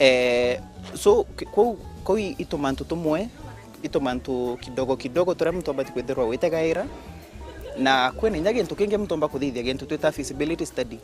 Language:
Meru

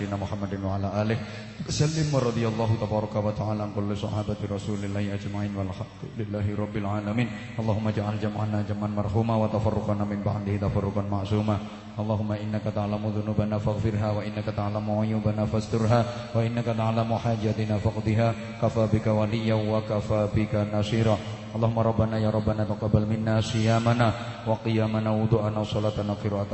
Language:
Javanese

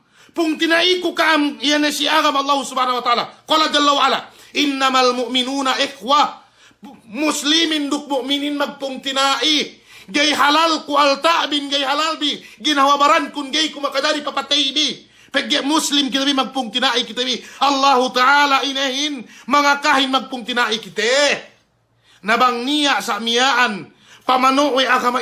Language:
Yakan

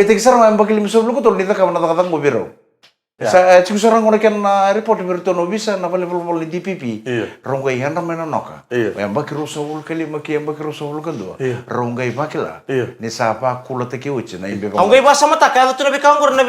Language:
Fijian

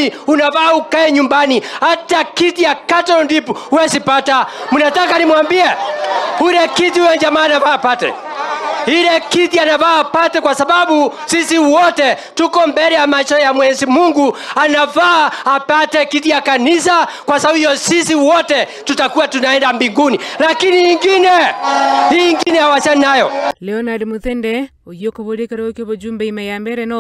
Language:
Gusii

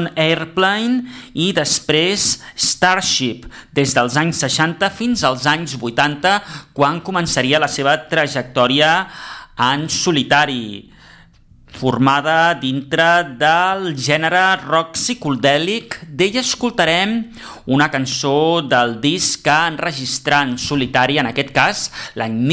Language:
Catalan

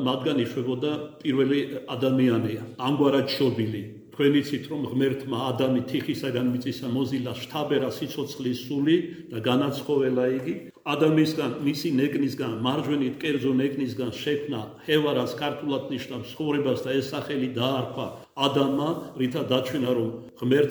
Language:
Georgian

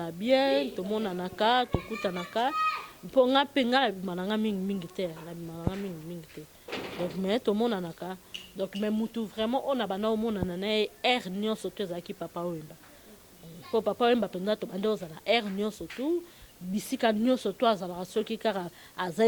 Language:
Lingala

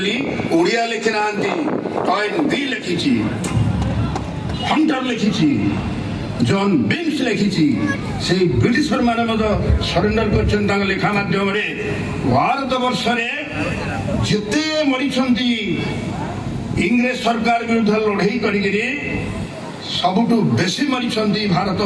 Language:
Odia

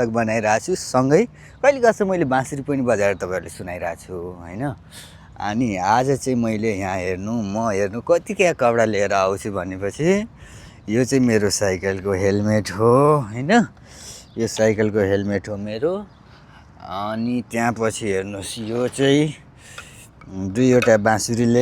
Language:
Nepali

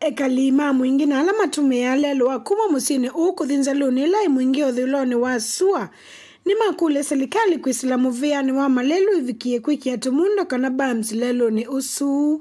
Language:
Kamba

